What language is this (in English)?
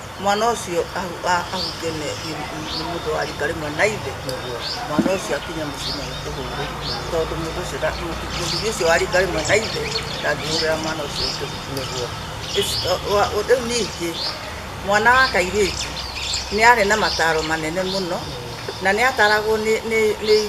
Kikuyu